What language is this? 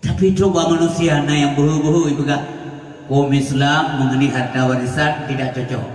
Achinese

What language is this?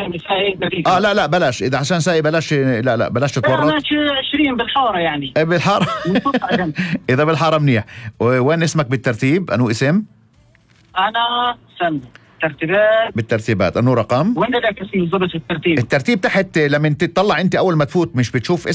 North Levantine Arabic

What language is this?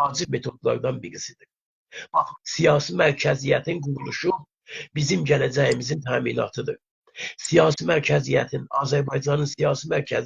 South Azerbaijani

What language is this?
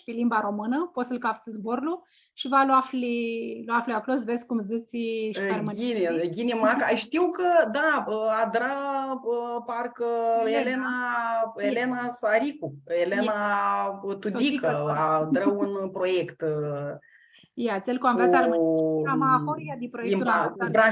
Aromanian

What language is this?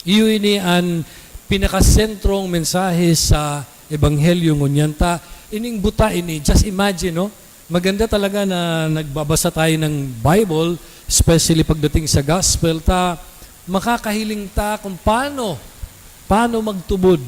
Bikol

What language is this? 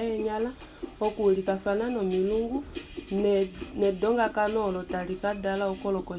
Kuanyama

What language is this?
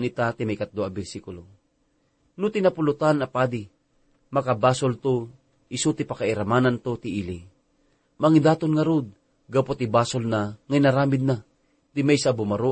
Iloko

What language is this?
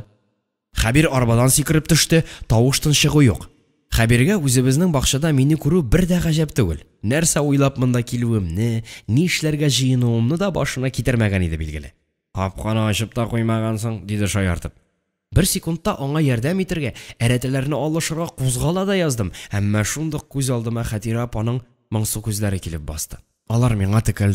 Tatar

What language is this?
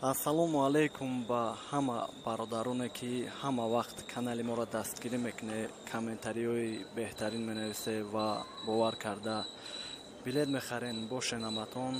Tajik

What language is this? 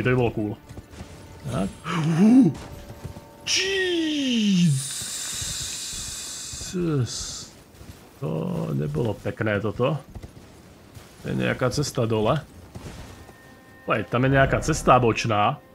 Slovak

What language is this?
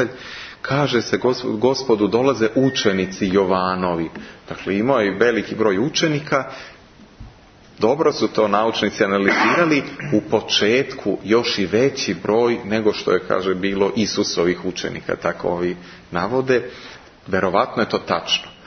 Serbian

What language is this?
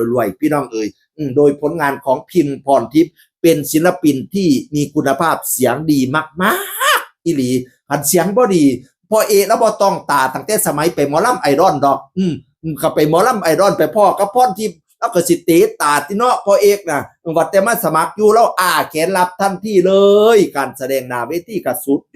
Northeastern Thai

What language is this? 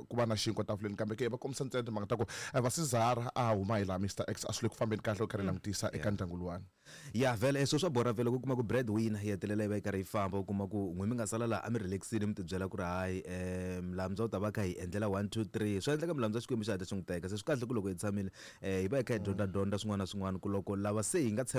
Tsonga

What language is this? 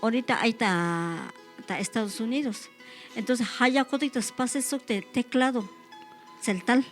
Tzeltal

